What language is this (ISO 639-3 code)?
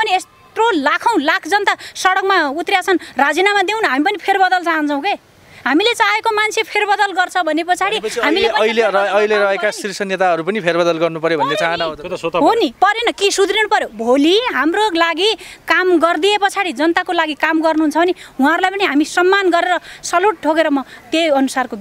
nep